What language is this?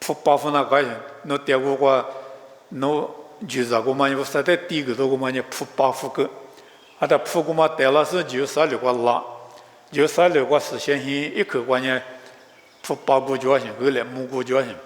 Lisu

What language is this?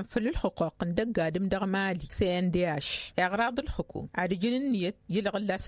Tamasheq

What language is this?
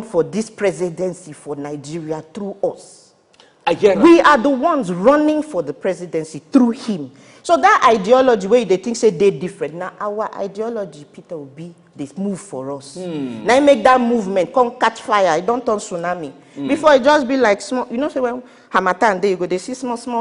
Nigerian Pidgin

